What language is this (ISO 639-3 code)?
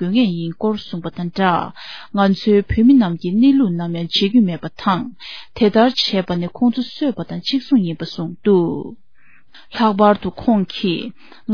bod